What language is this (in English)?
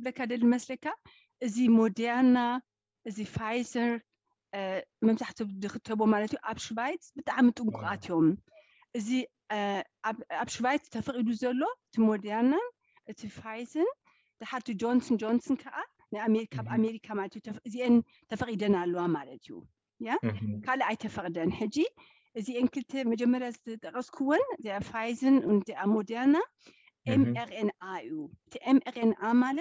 Tigrinya